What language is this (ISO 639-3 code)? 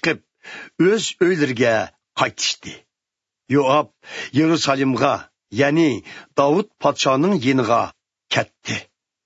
uig